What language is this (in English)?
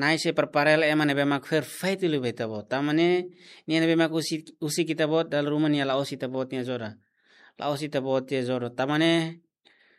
Tetum